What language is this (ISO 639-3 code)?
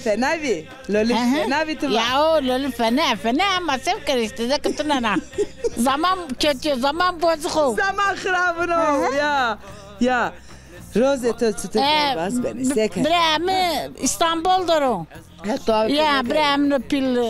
zza